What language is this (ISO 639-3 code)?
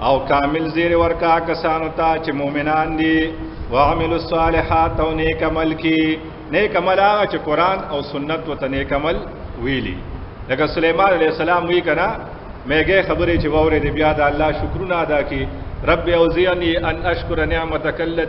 pus